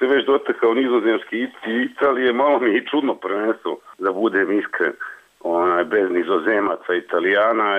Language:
Croatian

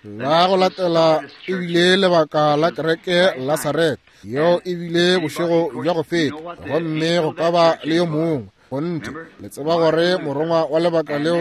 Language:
Northern Sotho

